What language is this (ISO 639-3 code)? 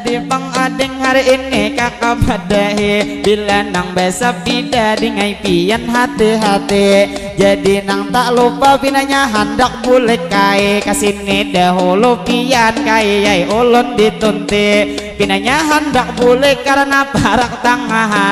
bjn